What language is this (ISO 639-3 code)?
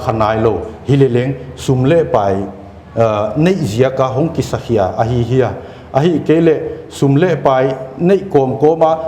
pck